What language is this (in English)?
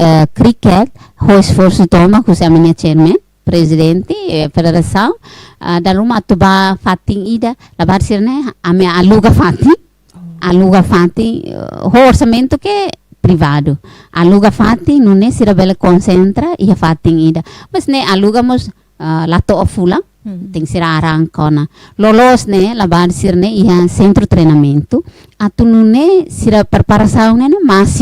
Tetum